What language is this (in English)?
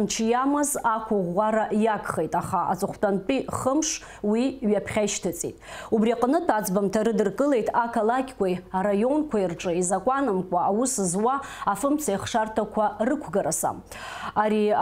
Abkhazian